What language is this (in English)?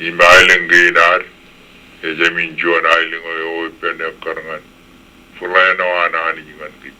Marshallese